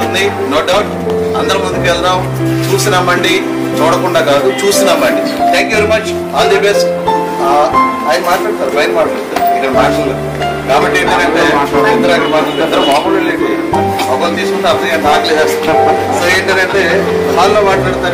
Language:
Telugu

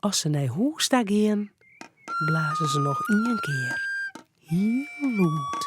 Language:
Western Frisian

